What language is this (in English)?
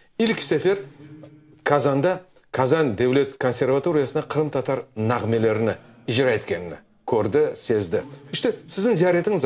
Crimean Tatar